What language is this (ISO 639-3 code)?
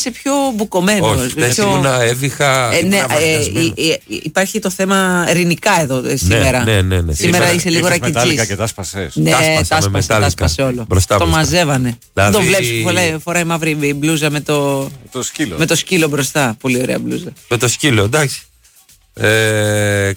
ell